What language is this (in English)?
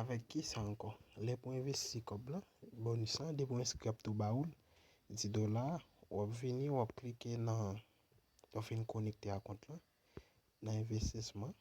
Haitian Creole